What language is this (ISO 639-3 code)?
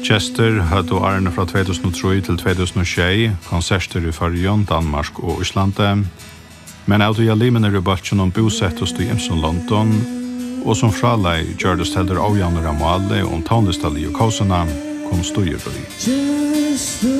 fao